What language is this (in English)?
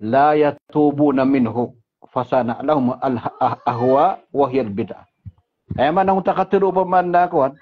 Maranao